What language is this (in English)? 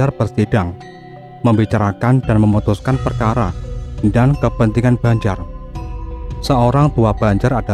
Indonesian